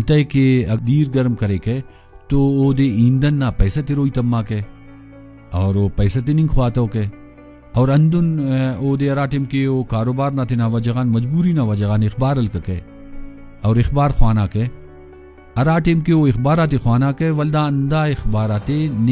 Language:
Brahui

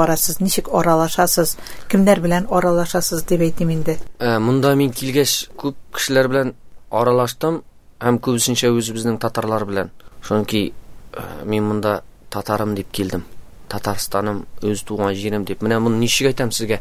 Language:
Tatar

